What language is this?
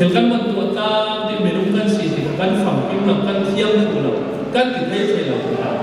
Falam Chin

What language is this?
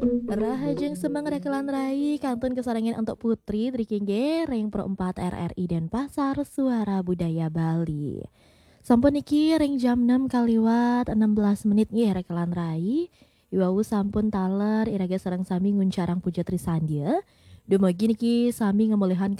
Balinese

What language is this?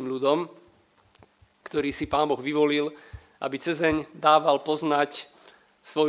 Slovak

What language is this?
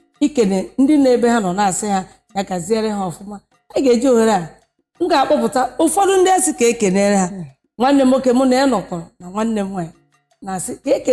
Igbo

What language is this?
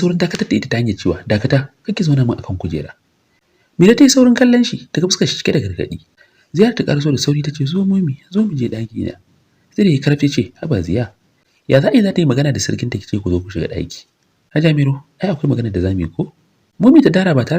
Hausa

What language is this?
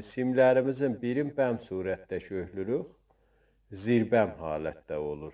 South Azerbaijani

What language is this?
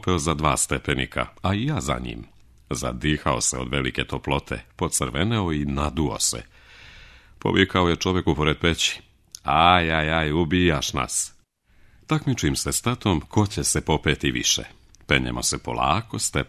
Serbian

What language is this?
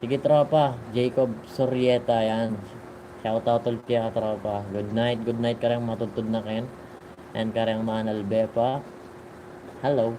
Pampanga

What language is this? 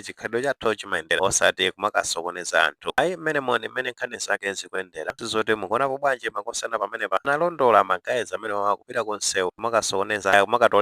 Nyanja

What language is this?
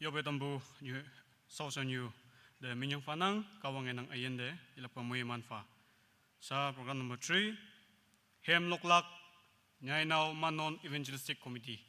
Naga Pidgin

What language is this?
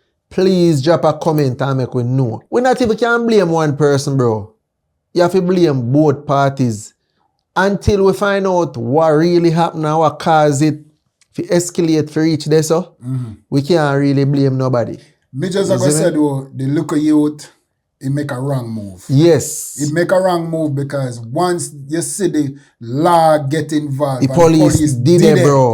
Jamaican Creole English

